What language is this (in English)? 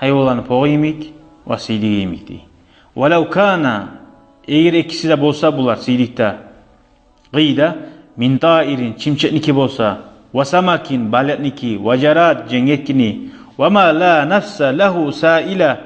Kumyk